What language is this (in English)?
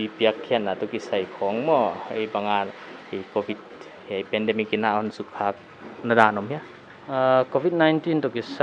Paite Chin